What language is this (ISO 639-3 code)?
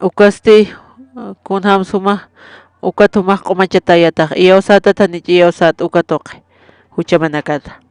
aym